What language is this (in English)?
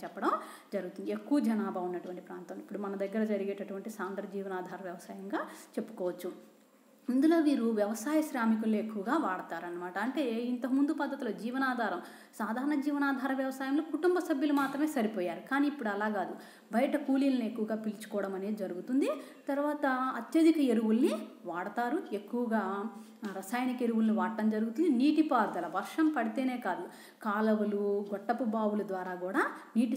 Telugu